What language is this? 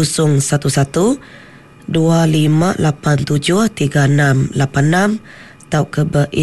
Iban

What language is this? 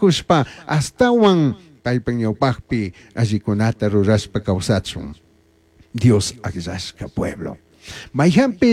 Chimborazo Highland Quichua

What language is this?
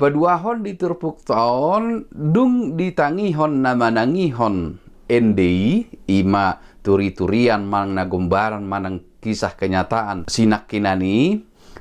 Batak Toba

